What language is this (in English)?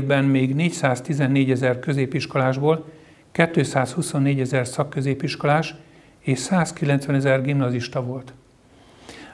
Hungarian